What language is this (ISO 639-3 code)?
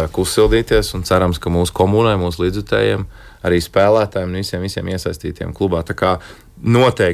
lav